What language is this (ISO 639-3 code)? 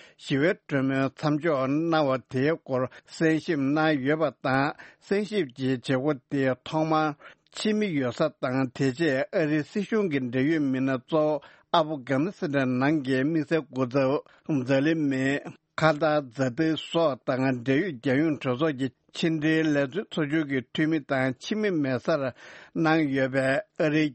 bod